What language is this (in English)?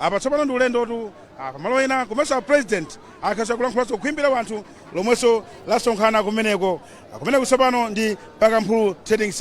Nyanja